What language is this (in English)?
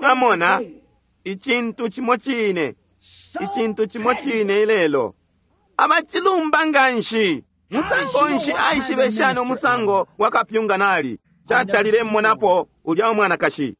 Bemba